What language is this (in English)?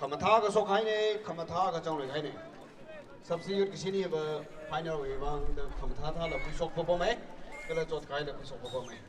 Tangkhul Naga (India)